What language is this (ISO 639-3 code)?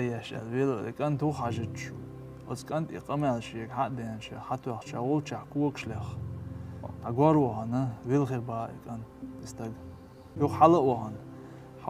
che